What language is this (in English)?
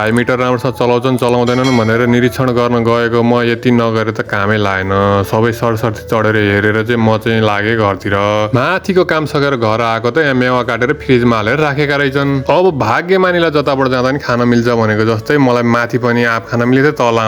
Nepali